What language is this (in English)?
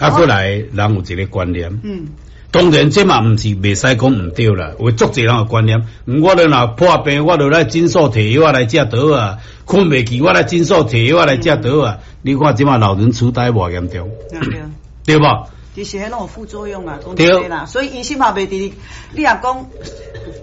Min Nan Chinese